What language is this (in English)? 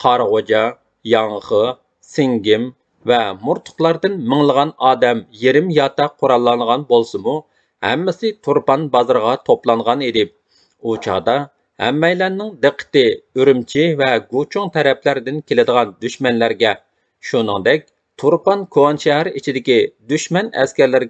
Uyghur